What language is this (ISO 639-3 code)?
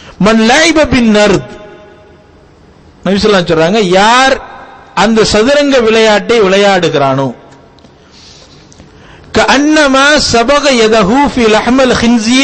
tam